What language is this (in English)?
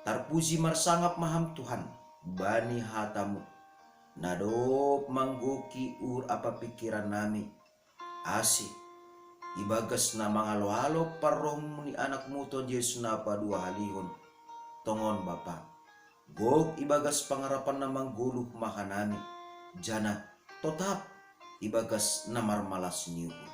Batak Simalungun